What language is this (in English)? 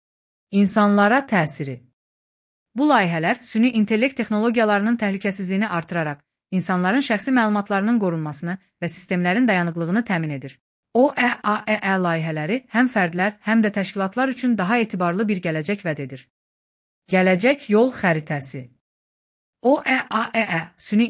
Azerbaijani